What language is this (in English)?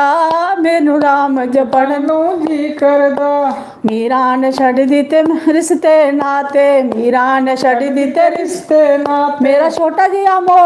Dogri